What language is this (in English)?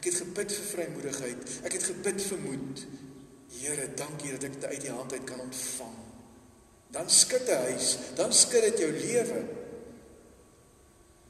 Afrikaans